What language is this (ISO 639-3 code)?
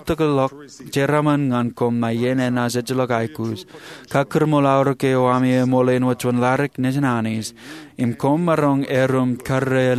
mah